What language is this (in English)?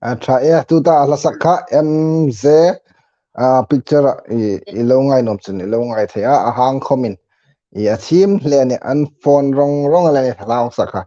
Hmar